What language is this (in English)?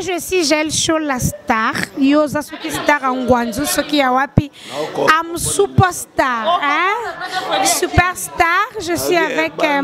Lingala